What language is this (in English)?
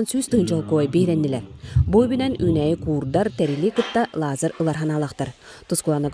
Yakut